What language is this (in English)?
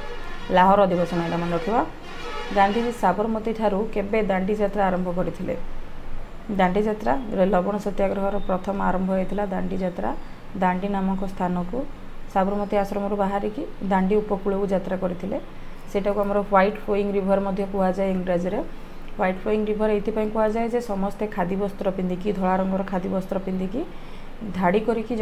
Odia